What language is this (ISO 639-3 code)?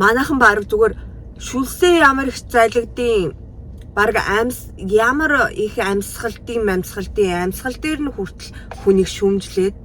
mon